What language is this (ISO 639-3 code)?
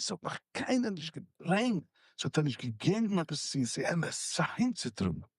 yid